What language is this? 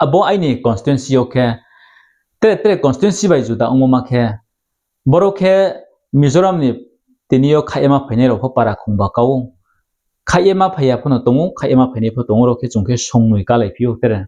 Riang (India)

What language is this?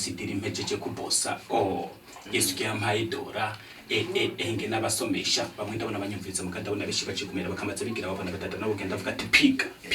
Rundi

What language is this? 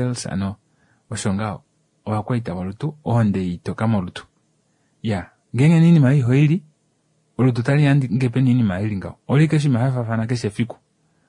Kuanyama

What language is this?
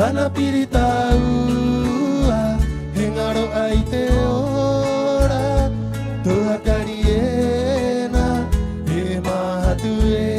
Rapanui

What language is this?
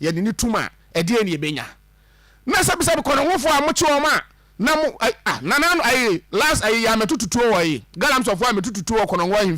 Akan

